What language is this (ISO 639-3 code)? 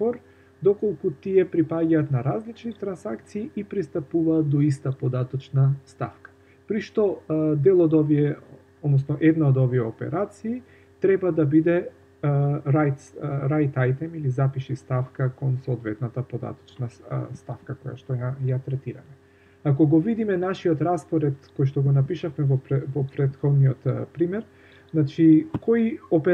mkd